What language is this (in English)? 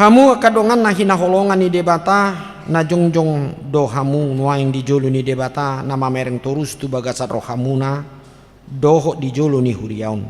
Batak Toba